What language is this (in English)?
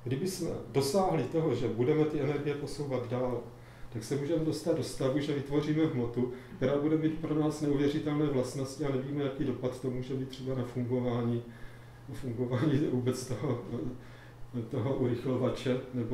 Czech